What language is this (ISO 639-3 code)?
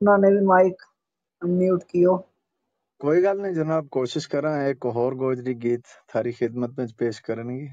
gju